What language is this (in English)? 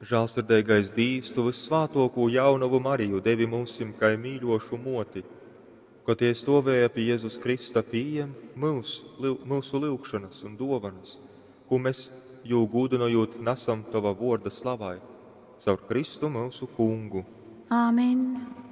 Latgalian